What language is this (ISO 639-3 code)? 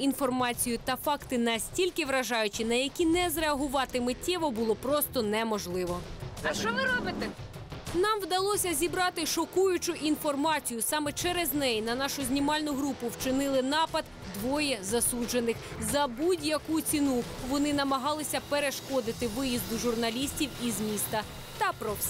ukr